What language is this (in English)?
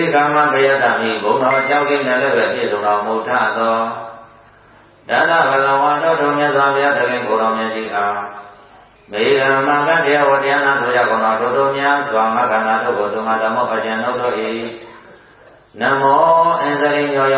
Burmese